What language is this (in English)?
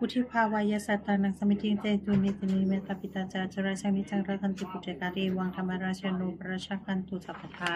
Pali